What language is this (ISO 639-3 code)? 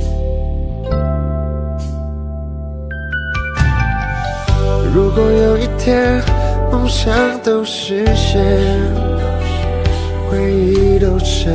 zho